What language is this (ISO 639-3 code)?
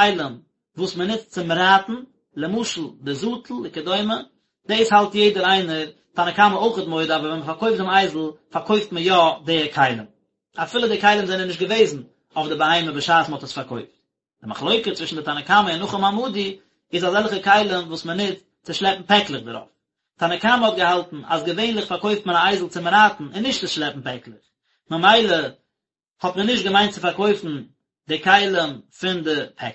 yid